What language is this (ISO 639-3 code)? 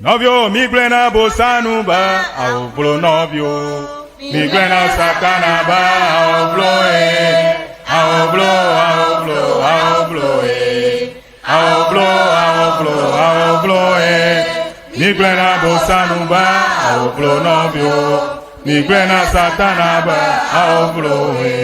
ewe